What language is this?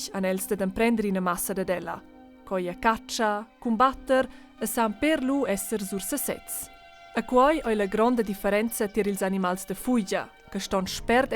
Romansh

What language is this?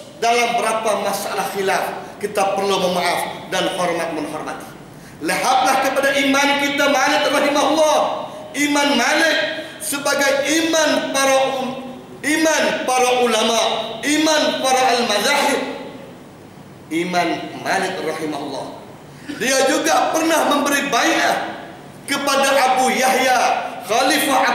Malay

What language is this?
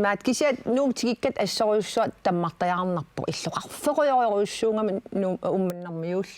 Kalaallisut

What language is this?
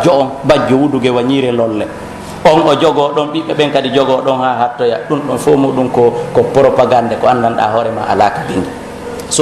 Pular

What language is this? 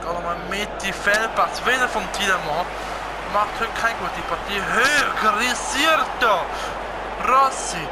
Swiss German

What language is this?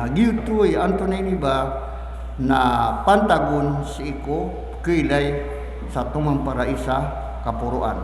Maranao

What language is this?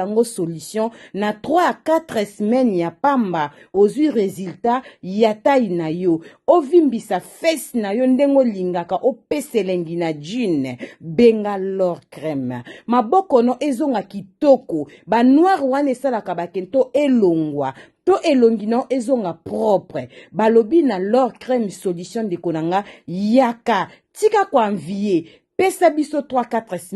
Lingala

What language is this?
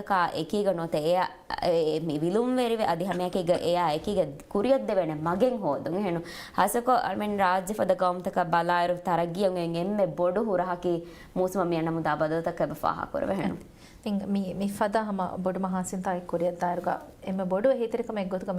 Divehi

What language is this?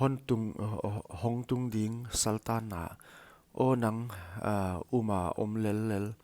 Paite Chin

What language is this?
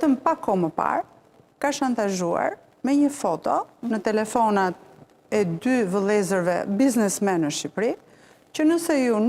Albanian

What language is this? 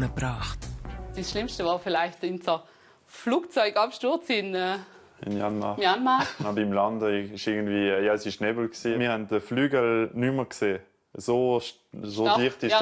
Swiss German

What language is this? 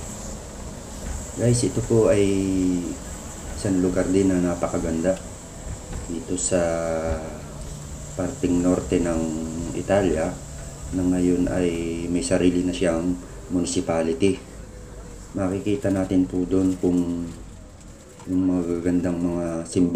Filipino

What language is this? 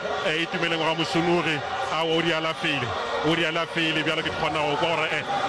Northern Sotho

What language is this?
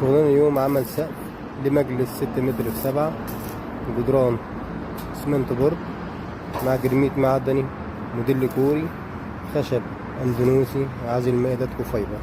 Egyptian Arabic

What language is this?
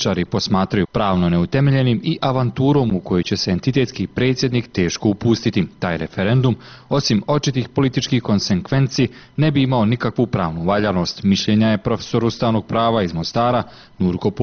Bosnian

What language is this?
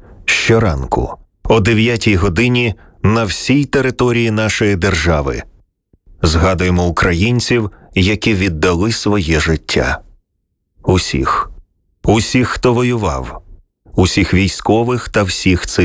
Ukrainian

